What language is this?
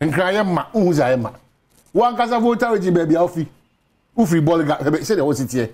Akan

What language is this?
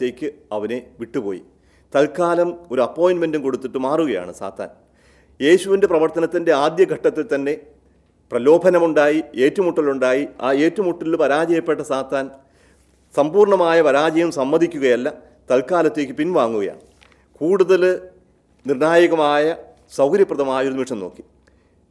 Malayalam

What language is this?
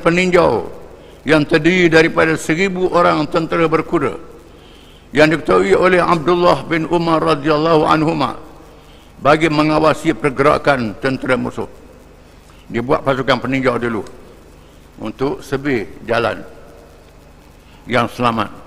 Malay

